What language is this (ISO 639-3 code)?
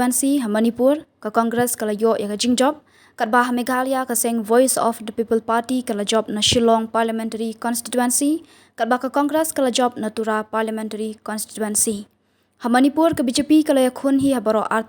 kha